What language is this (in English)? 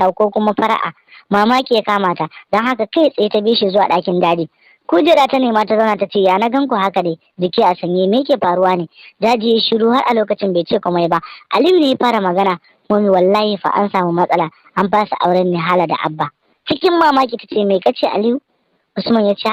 Hausa